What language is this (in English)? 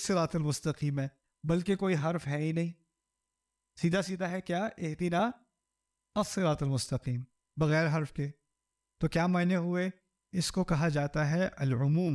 Urdu